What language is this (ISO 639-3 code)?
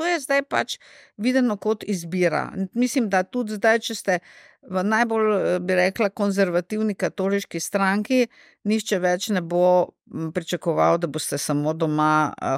slv